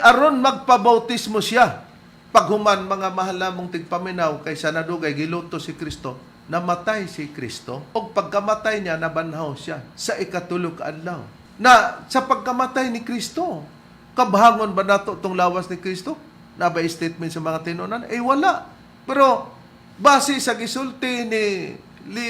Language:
Cebuano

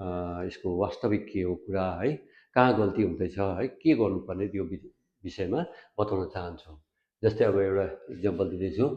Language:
Nepali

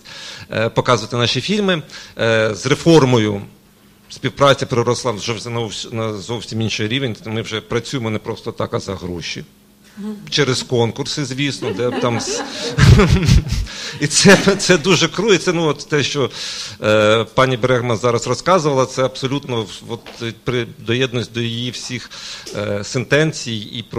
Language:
Ukrainian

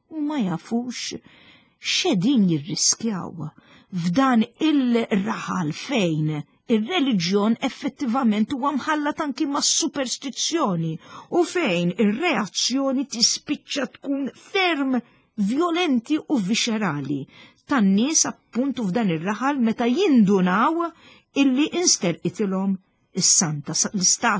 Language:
Maltese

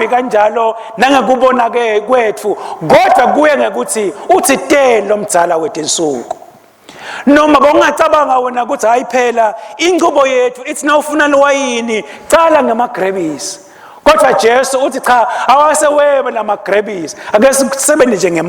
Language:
Swati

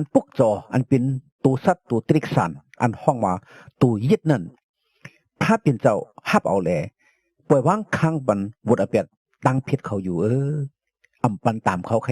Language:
Shan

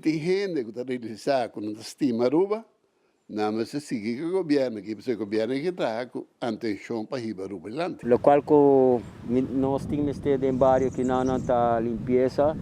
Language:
Papiamento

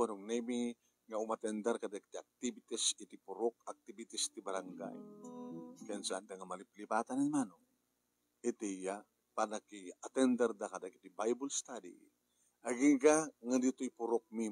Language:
Iloko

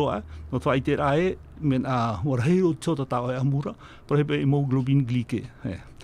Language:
Tahitian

